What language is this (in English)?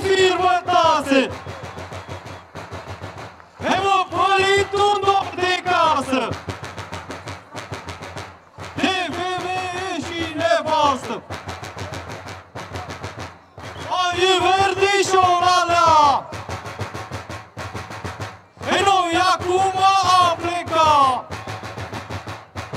Romanian